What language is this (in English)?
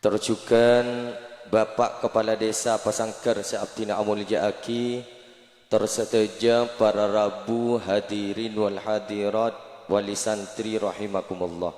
Madurese